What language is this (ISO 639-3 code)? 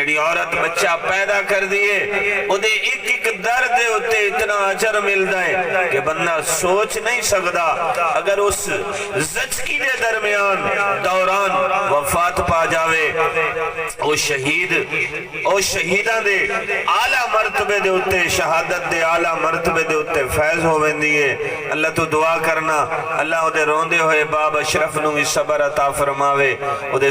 skr